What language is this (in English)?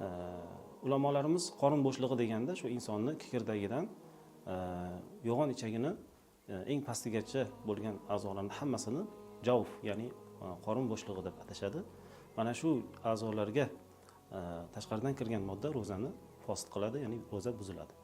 Uzbek